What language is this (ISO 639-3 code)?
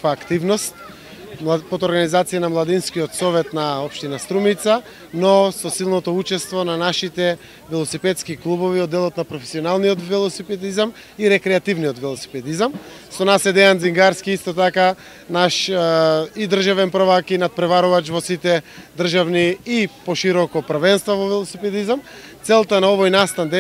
mkd